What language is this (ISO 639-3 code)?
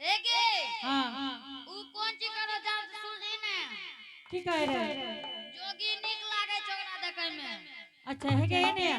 anp